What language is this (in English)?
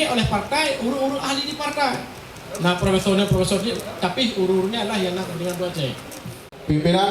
Achinese